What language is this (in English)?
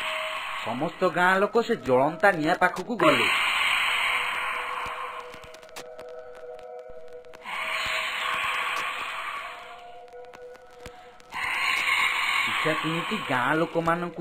Odia